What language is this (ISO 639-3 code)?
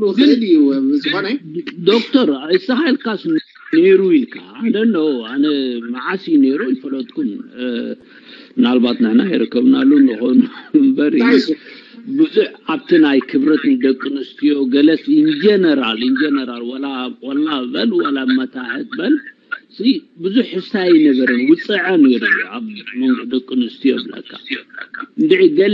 tir